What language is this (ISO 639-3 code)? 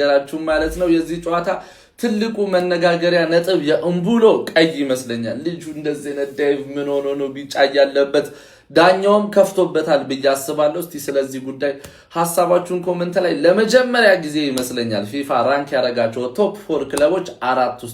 amh